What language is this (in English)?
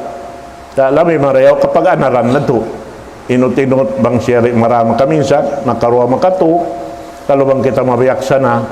Tausug